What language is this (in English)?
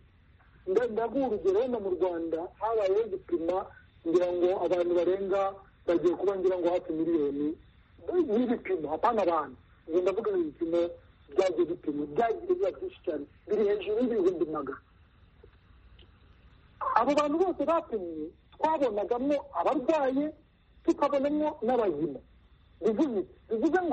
Kinyarwanda